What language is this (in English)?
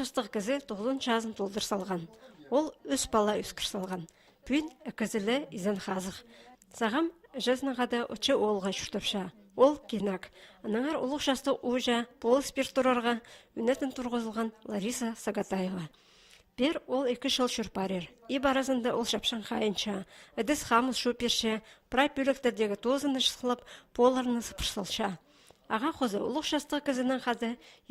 Khakas